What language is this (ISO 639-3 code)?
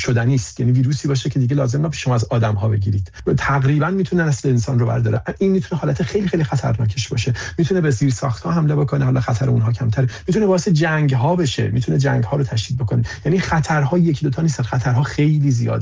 fas